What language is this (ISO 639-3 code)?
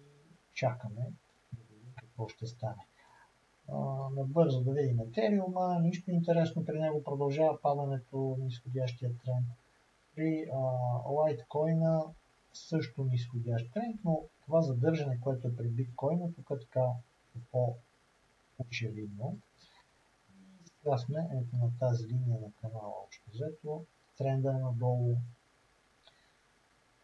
bul